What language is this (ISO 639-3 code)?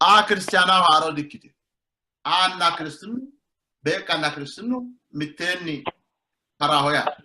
sid